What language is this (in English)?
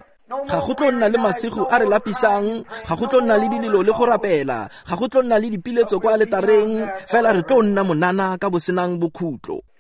Tswana